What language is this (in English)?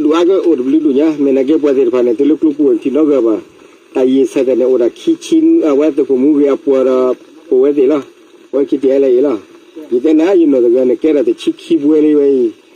S'gaw Karen